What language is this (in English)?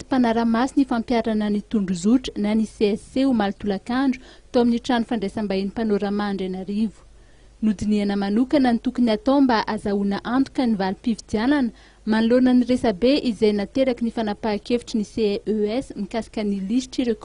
Malagasy